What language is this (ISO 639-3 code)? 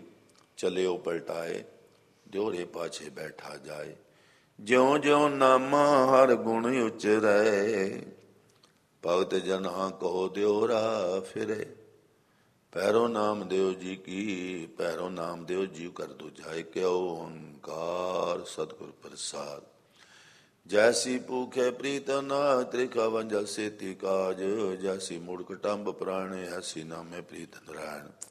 pan